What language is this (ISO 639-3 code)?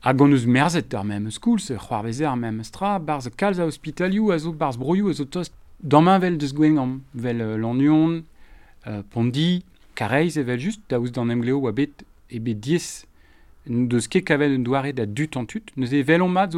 bre